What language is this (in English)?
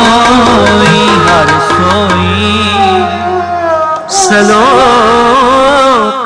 Punjabi